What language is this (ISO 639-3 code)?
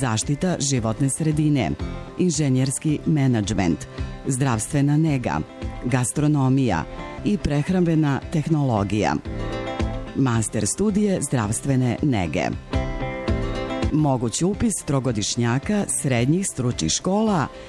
srp